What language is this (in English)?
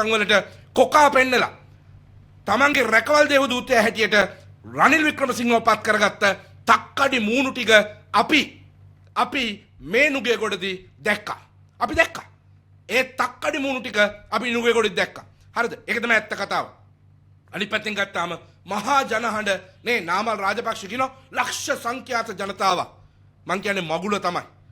Sinhala